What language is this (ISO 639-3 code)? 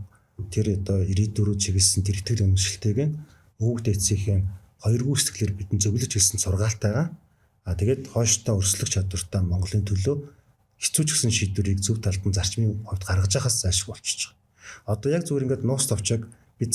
mon